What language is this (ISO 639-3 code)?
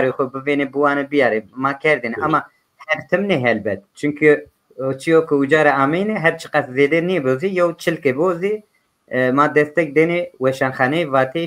zza